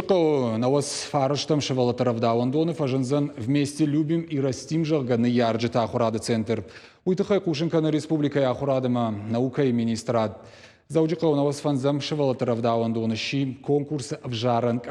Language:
Ossetic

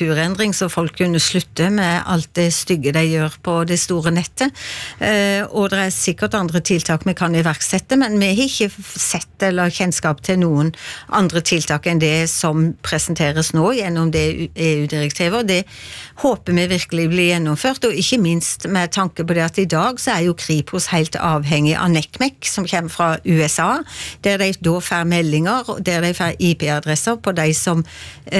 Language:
Norwegian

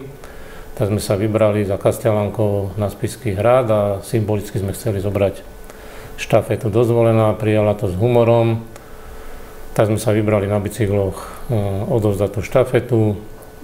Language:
Slovak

